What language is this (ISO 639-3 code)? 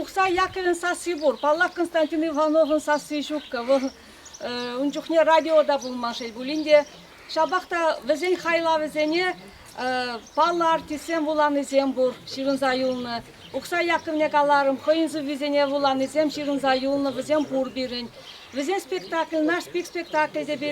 chv